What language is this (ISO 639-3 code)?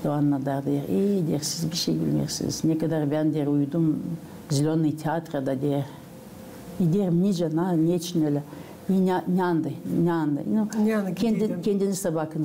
gag